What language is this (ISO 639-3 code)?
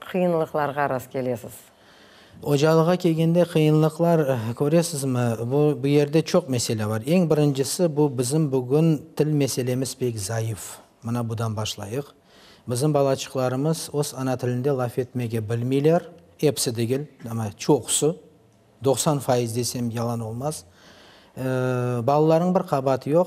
crh